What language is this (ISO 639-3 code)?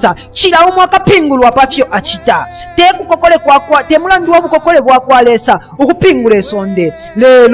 bem